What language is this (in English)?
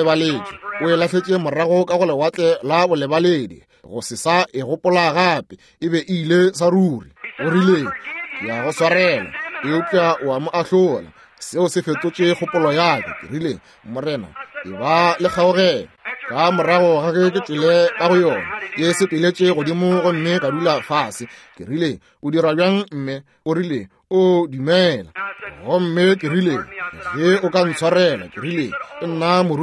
Northern Sotho